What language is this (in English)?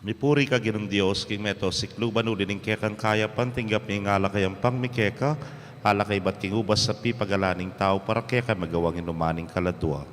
Pampanga